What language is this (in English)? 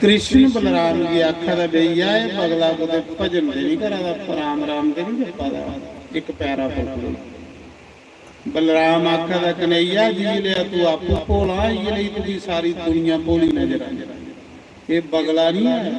Dogri